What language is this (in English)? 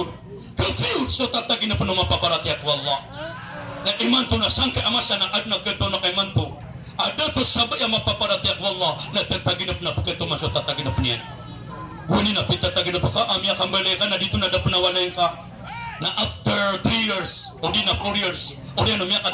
Maranao